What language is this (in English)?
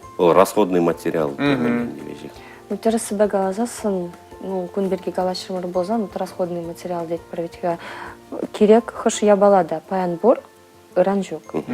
Chuvash